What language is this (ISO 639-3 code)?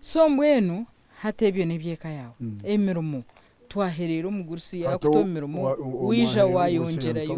nyn